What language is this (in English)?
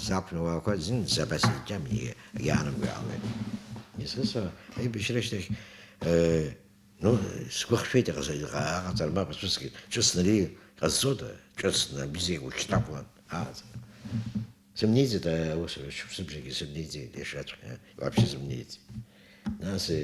Abkhazian